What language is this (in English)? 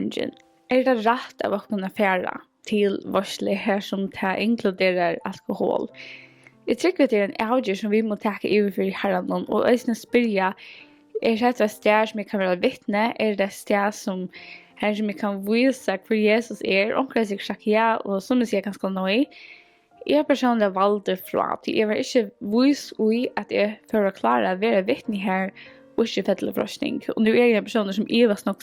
Faroese